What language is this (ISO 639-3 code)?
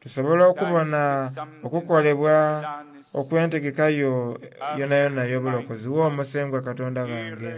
xog